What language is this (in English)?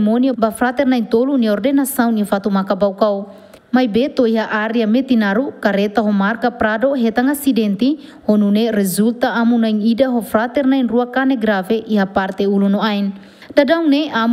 Tetum